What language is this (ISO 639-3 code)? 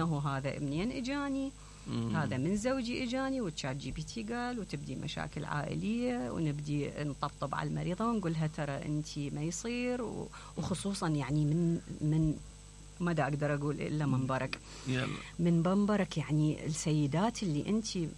acm